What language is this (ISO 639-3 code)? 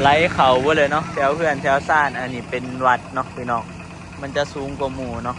tts